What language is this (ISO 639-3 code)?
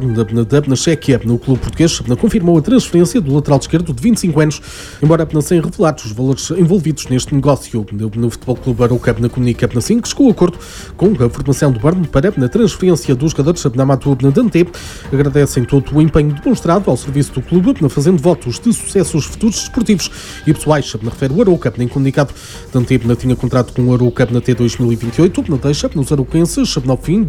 por